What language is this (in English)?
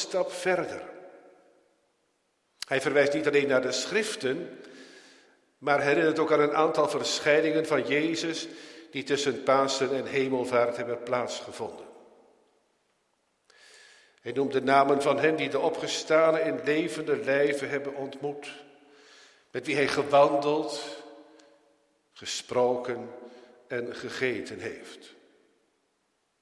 Dutch